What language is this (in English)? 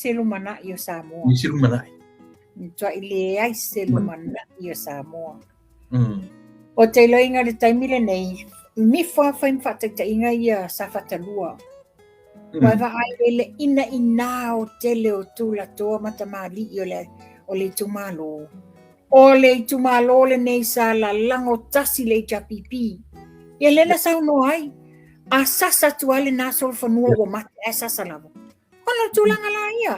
Samoan